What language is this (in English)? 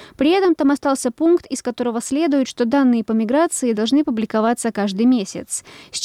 Russian